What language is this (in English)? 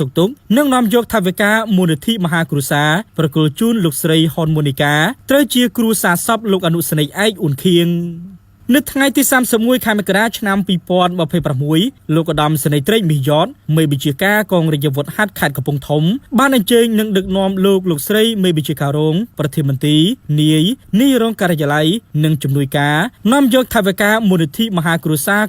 Khmer